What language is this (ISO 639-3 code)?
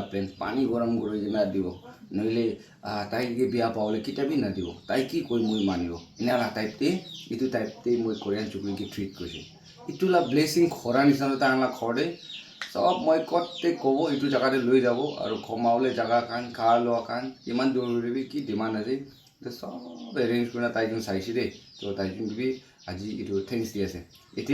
nag